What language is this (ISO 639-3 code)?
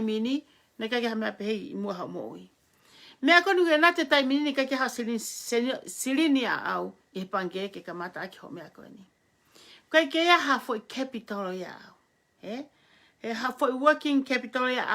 ton